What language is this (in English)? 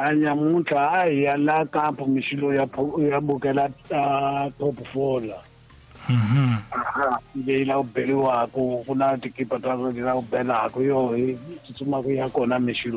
Tsonga